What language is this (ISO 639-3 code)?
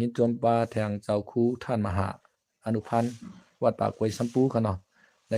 shn